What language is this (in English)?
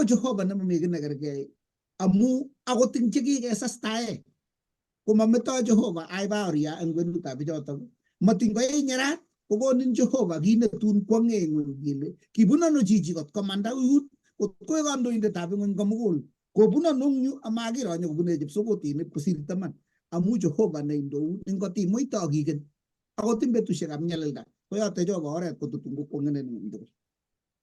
Kalenjin